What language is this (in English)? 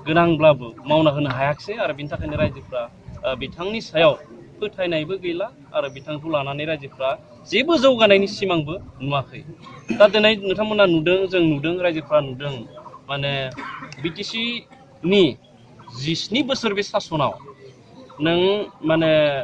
Bodo